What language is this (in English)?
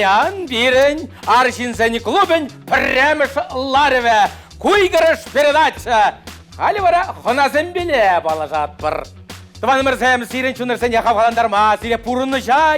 Chuvash